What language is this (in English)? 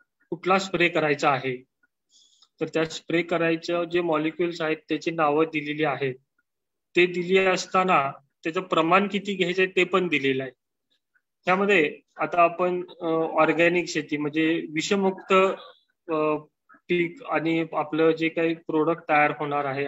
Marathi